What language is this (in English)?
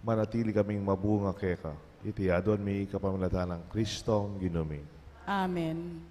Pampanga